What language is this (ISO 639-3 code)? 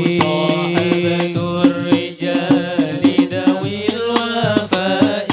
mad